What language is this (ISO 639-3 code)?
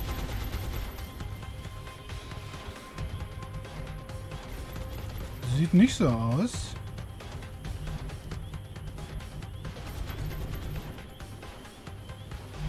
deu